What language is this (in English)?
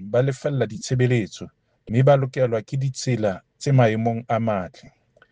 Southern Sotho